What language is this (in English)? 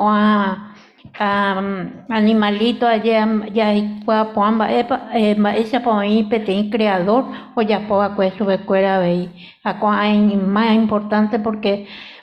Guarani